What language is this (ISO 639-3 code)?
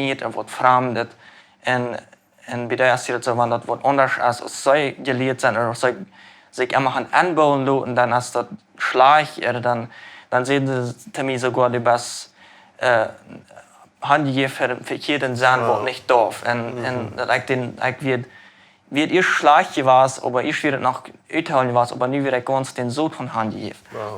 pdt